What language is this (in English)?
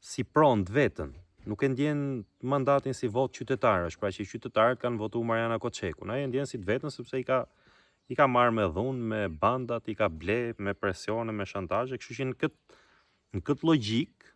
Albanian